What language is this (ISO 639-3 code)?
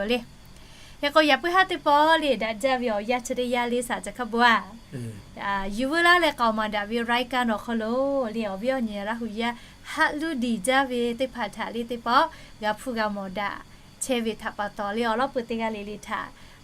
lhu